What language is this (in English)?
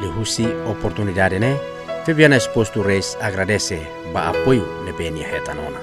Tetum